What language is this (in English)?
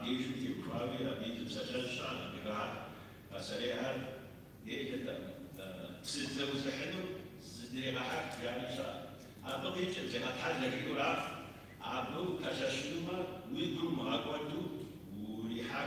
Kabardian